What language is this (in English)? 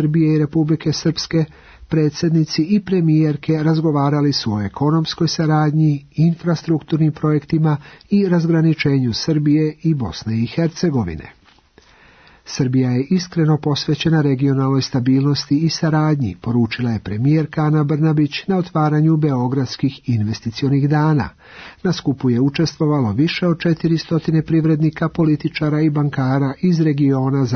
Serbian